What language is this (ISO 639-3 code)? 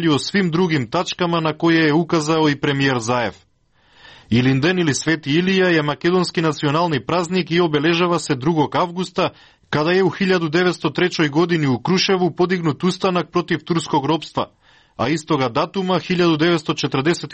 srp